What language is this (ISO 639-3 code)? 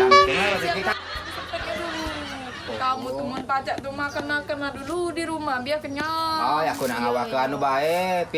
mui